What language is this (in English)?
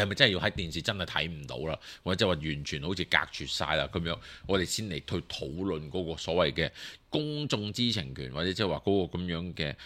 Cantonese